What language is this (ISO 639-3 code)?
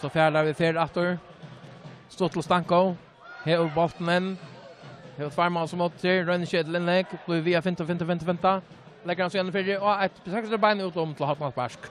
fao